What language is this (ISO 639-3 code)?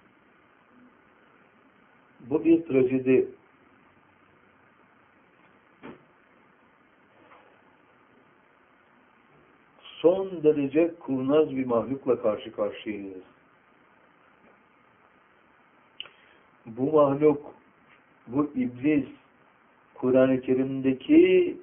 tur